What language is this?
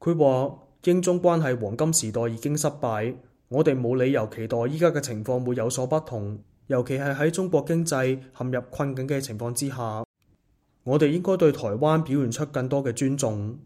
Cantonese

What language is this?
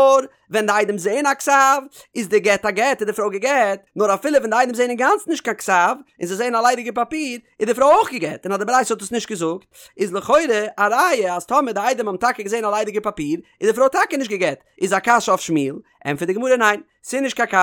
Yiddish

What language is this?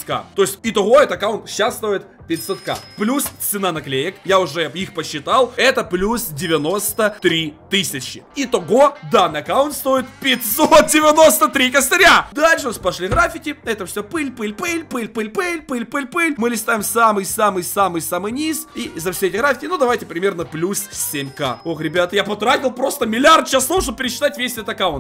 Russian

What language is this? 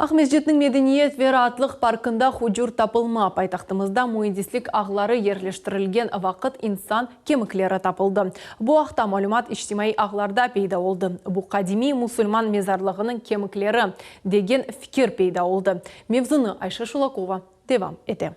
Crimean Tatar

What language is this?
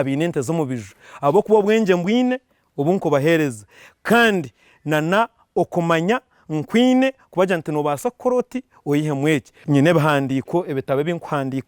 Nyankole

